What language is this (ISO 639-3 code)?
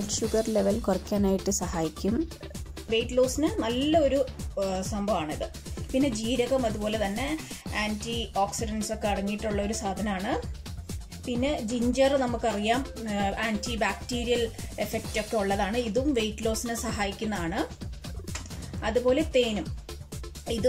mal